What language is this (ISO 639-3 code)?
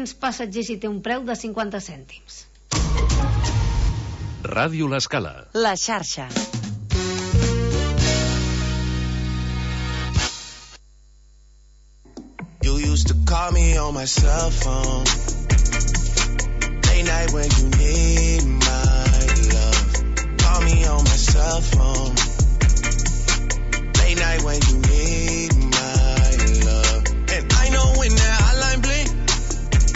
cat